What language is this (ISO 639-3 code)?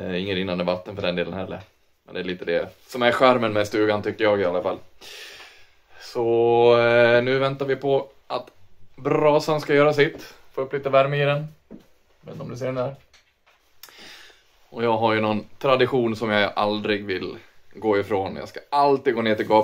swe